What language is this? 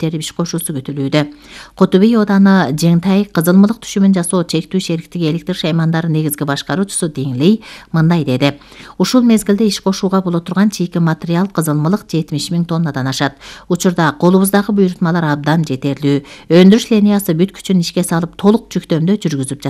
Kyrgyz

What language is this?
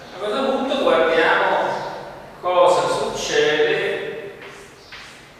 Italian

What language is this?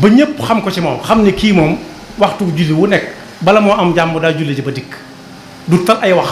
Wolof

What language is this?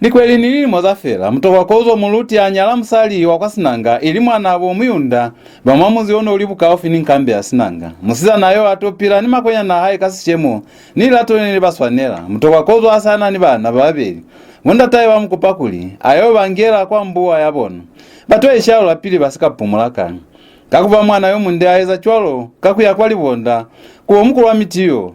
Lozi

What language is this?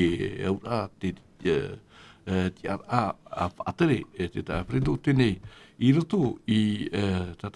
Tahitian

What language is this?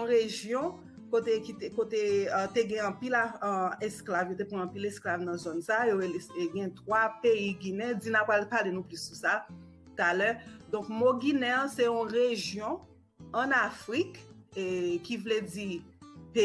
Haitian Creole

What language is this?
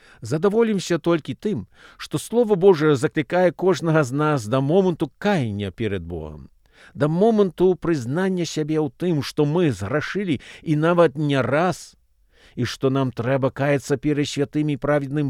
Belarusian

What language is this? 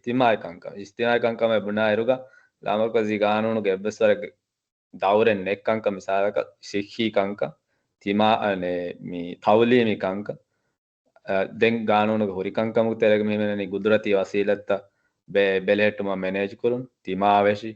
Divehi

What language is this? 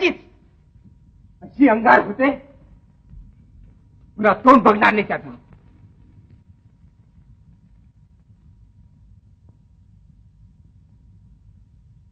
Marathi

